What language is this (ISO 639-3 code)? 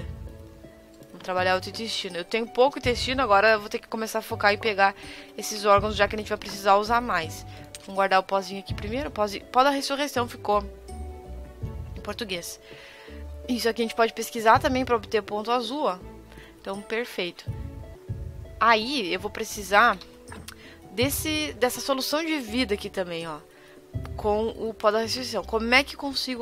por